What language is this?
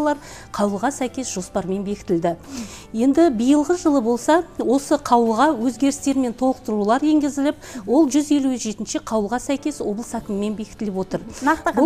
Kazakh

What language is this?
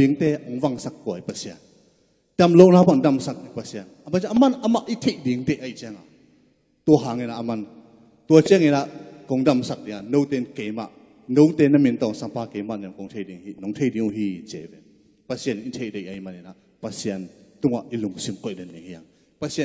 Tedim Chin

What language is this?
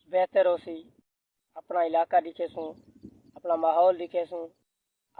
Saraiki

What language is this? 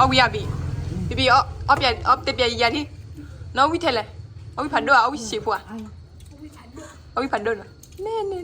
S'gaw Karen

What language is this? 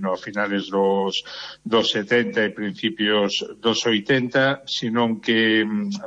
Galician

